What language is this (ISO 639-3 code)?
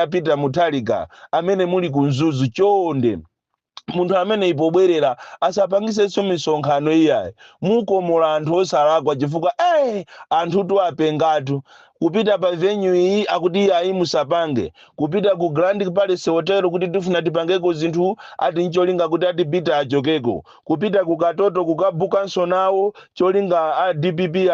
nya